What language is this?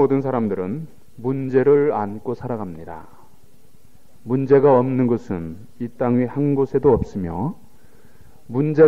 Korean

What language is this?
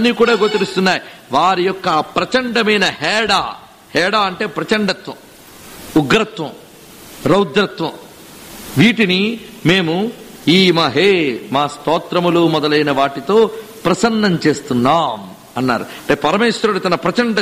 Telugu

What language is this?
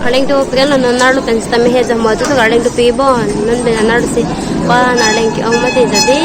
Karbi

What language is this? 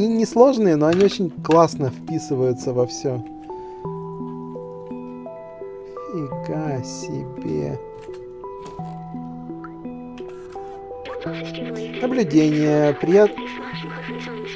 Russian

